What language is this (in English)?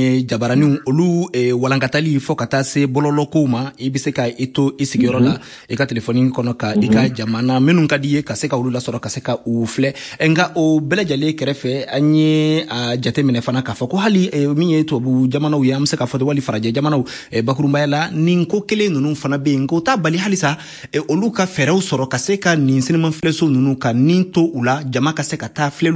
Bambara